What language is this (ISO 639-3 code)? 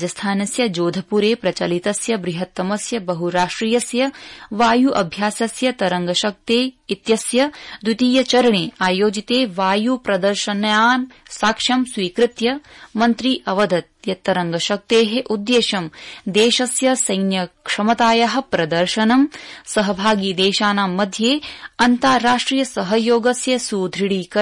san